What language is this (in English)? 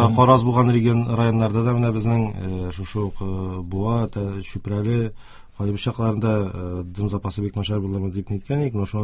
Tatar